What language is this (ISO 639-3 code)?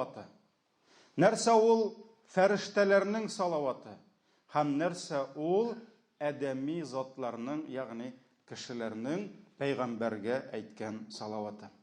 tat